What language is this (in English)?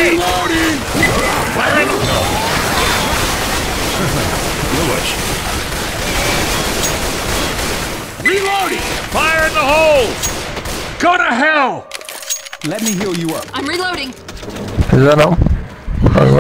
Portuguese